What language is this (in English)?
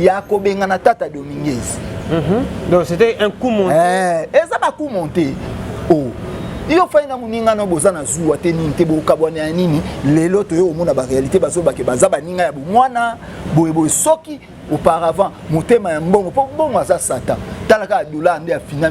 Lingala